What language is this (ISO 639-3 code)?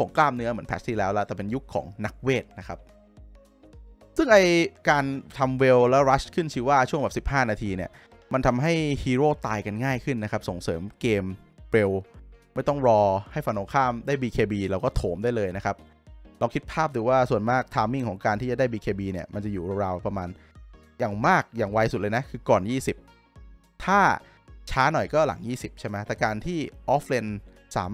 tha